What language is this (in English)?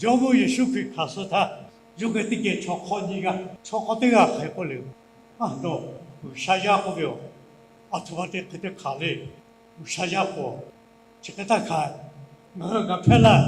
Lahu